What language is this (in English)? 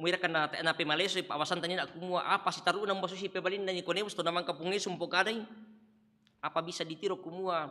Toraja-Sa'dan